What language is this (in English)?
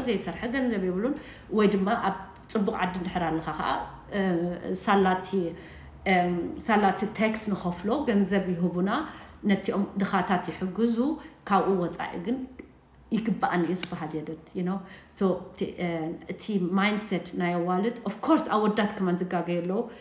Tigrinya